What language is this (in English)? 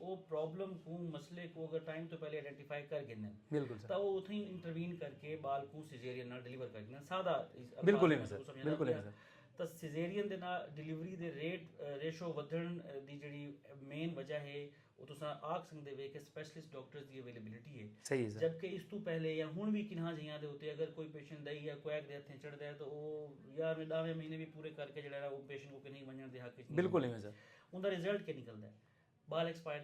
Saraiki